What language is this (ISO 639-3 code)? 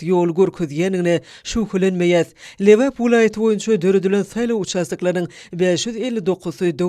tuk